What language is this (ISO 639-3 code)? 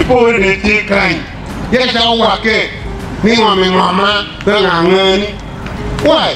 ach